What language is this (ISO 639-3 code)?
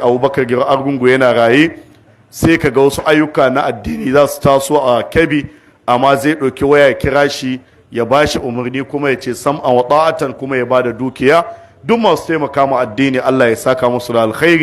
hau